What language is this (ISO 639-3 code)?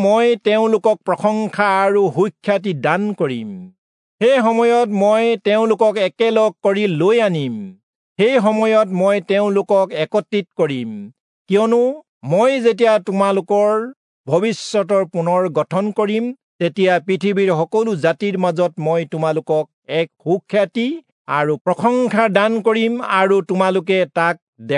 asm